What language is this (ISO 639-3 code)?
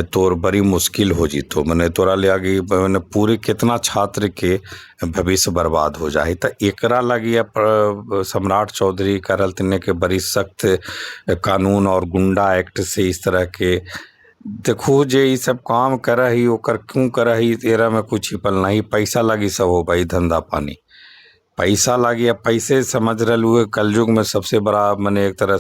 mag